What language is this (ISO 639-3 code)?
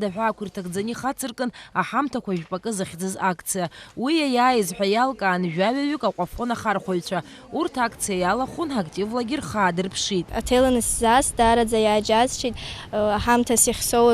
abk